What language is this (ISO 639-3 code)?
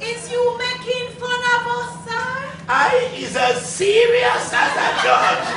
jam